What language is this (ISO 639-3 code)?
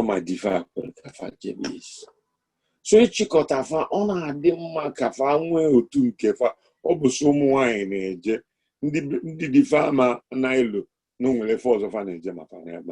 ibo